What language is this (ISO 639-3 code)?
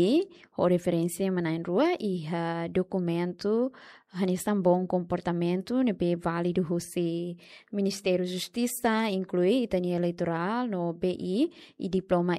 tet